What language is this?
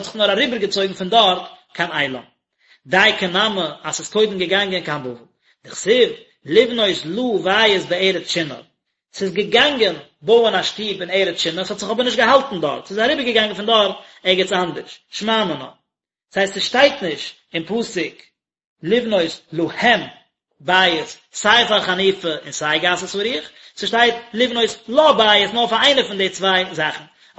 Yiddish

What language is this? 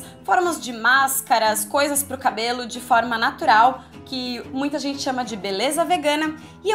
Portuguese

